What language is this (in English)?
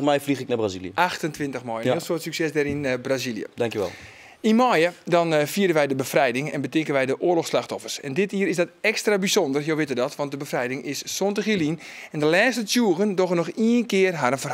Western Frisian